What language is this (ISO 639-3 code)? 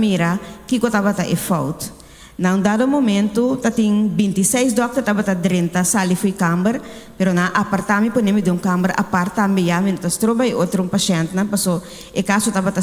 pap